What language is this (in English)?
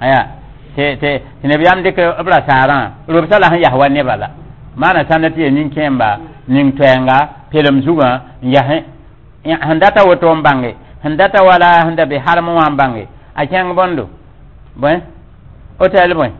Mossi